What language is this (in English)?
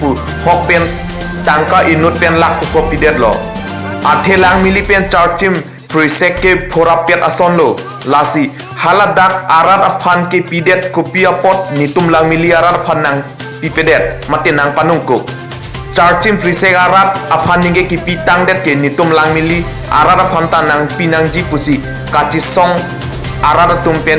Karbi